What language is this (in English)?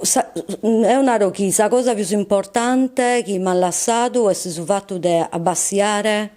Sardinian